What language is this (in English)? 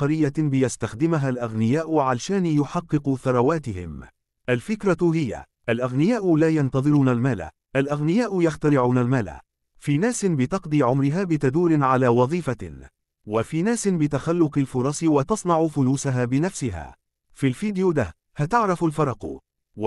Egyptian Arabic